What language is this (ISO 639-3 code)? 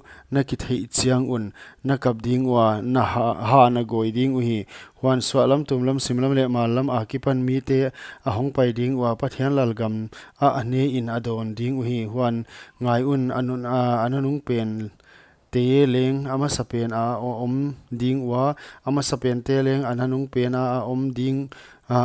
pck